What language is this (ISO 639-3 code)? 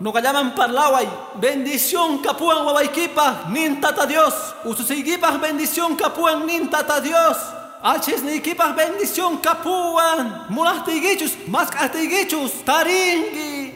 que